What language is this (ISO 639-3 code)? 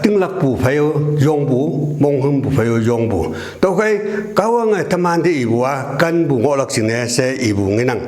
nbe